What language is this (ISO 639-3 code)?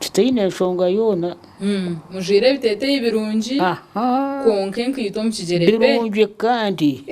nyn